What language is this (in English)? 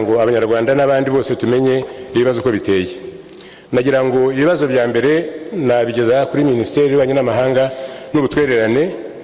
Kinyarwanda